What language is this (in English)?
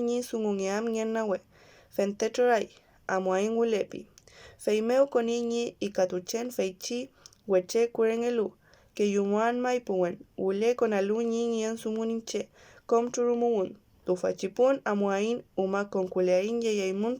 Mapuche